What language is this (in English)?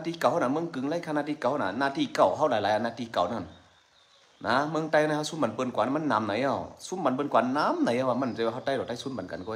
Shan